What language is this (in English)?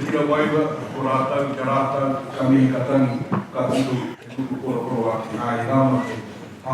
Māori